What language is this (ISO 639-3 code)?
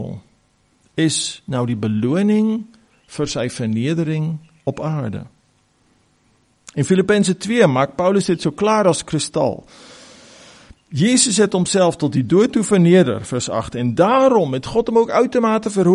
afr